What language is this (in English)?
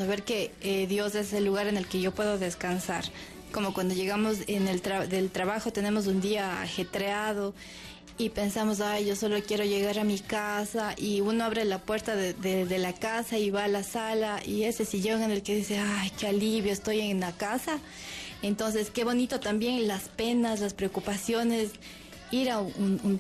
Spanish